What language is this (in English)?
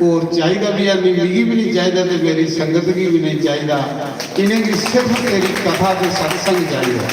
Dogri